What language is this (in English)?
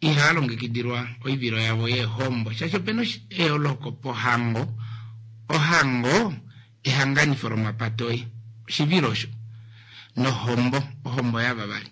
Kuanyama